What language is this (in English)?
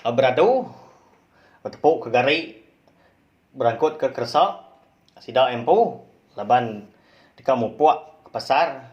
Iban